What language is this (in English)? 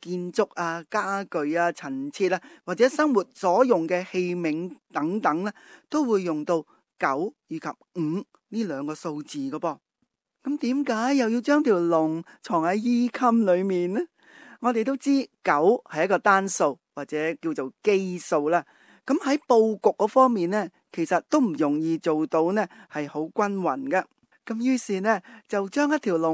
Cantonese